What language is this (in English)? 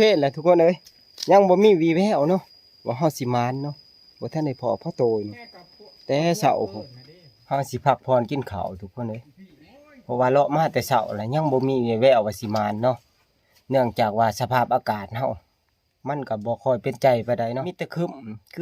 Northeastern Thai